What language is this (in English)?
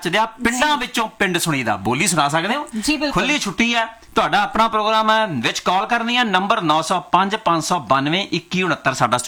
Punjabi